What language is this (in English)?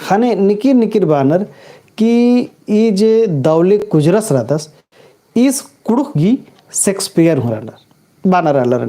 Kurukh